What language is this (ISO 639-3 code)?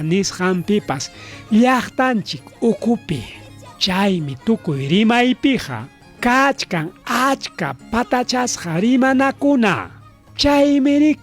quy